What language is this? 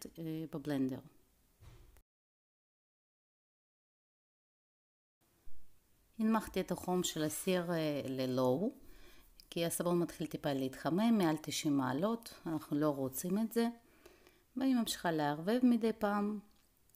Hebrew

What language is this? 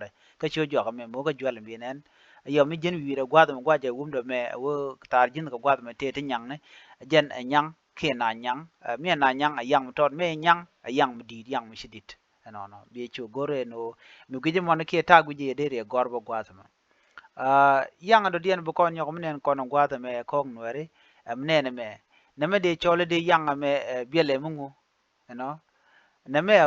Nuer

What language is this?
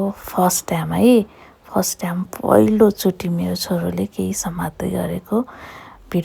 Nepali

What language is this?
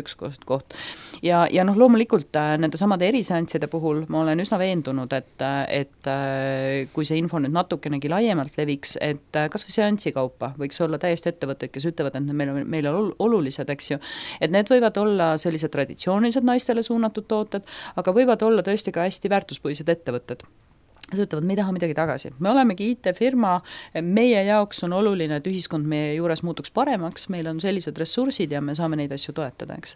Estonian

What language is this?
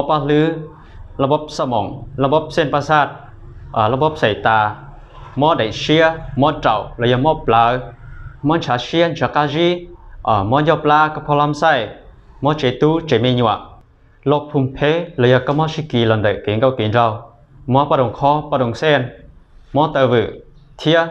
Hmong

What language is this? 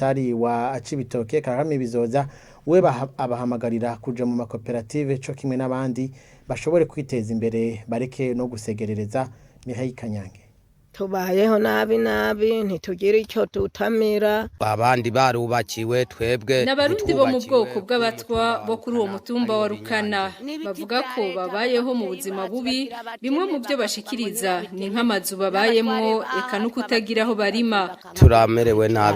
Rundi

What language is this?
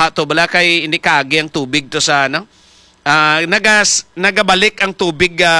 Hiligaynon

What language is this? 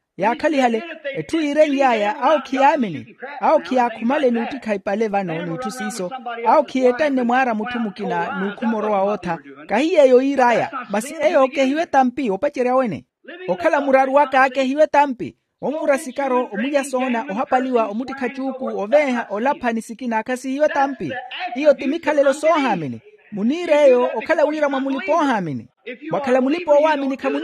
Makhuwa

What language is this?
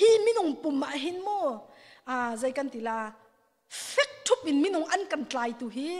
Hakha Chin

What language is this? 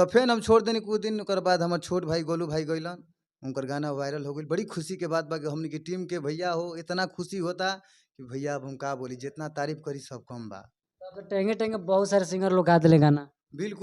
Bhojpuri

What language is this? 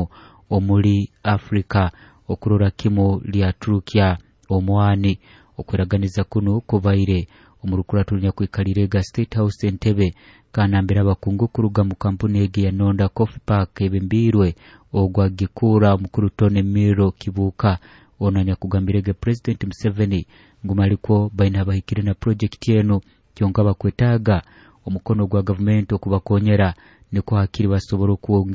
Nyoro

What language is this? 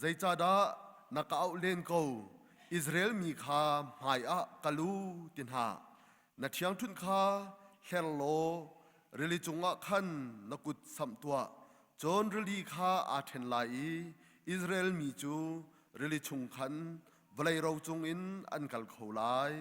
Hakha Chin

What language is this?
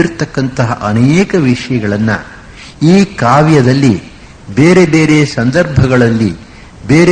Kannada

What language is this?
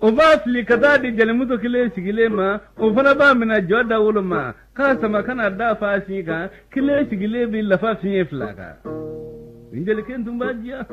Bambara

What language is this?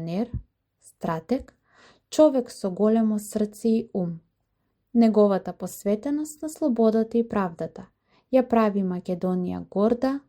Macedonian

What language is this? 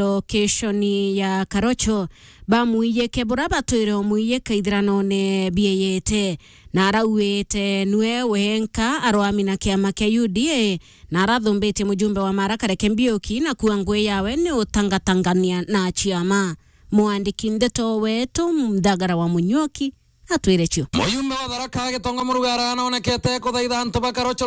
Meru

